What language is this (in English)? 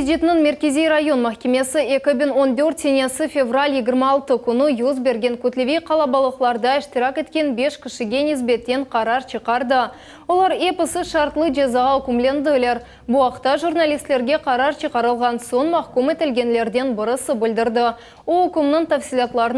Crimean Tatar